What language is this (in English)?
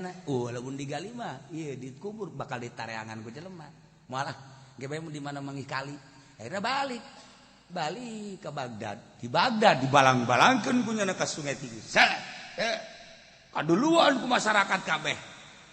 Sundanese